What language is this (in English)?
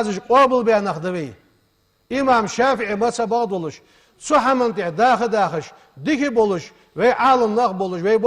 Ingush